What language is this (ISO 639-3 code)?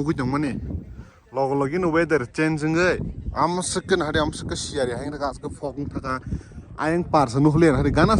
trp